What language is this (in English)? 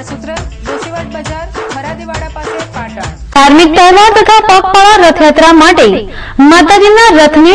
Gujarati